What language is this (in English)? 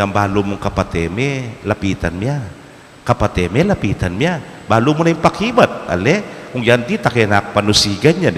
Pampanga